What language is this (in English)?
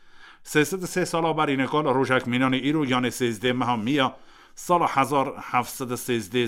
Kurdish